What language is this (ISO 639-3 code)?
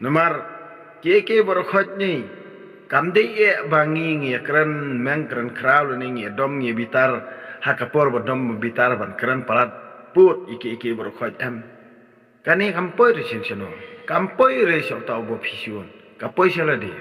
kha